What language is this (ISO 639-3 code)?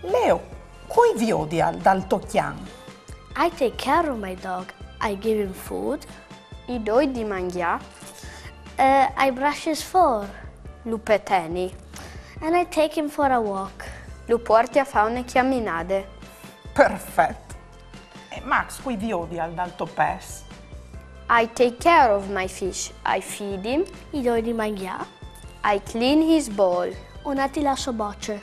fur